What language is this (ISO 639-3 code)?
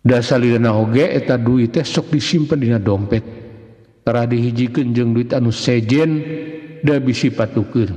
sun